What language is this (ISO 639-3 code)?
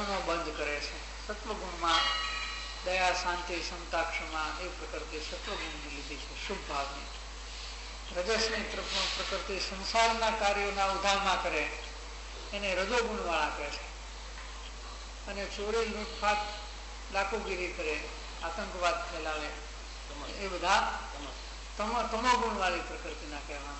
guj